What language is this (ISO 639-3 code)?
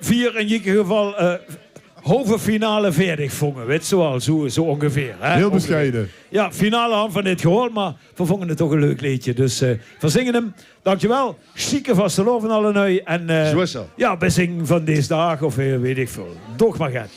lim